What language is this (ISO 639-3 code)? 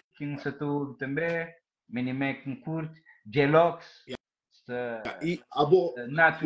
kea